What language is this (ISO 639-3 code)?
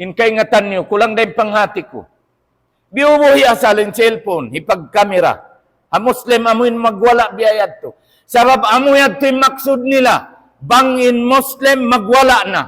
tsg